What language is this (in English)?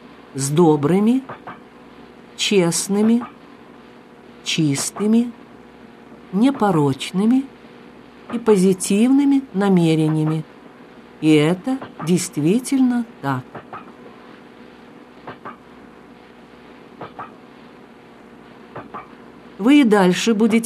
Russian